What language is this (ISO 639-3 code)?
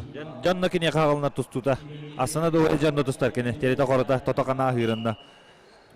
sah